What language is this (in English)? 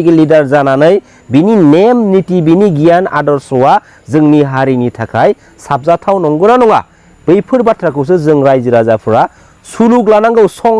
Bodo